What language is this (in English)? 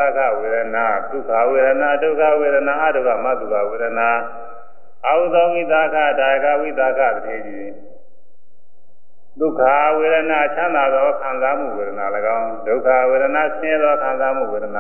Burmese